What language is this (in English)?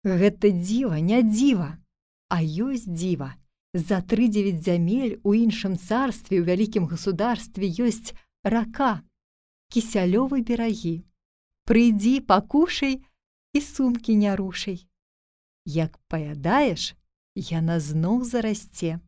Belarusian